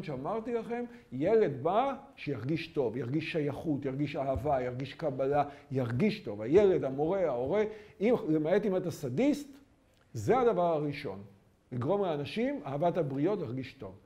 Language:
Hebrew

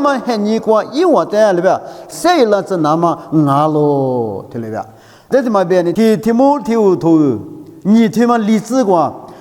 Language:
Lisu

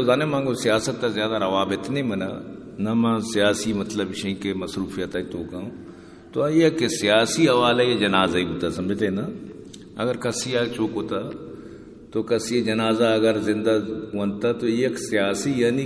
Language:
Eastern Balochi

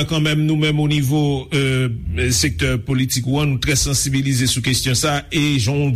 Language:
Haitian Creole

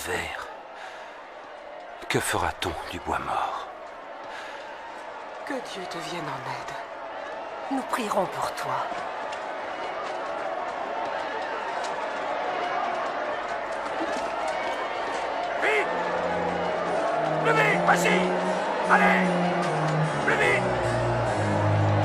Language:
French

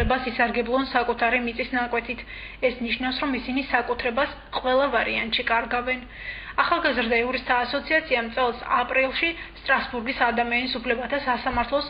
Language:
Georgian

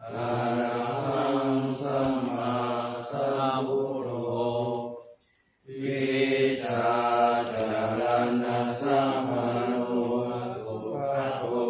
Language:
Pali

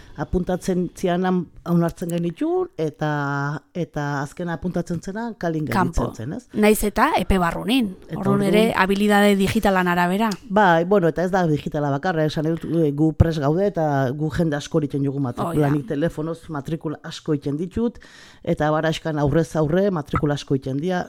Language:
Basque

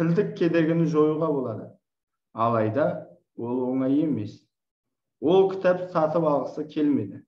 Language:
Kazakh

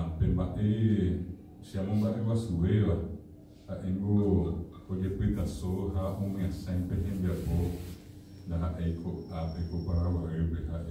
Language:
Guarani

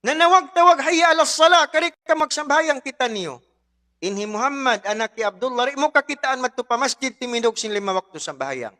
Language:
Tausug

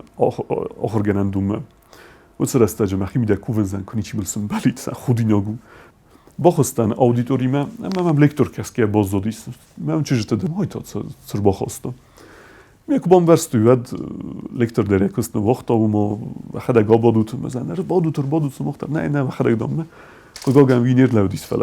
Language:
Ossetic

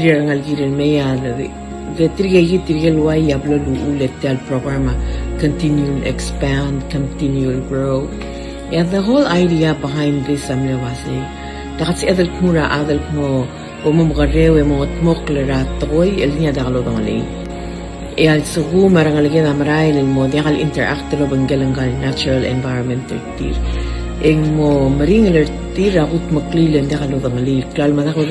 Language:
Palauan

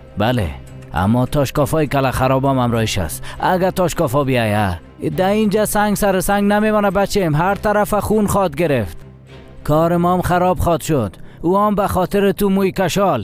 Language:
Persian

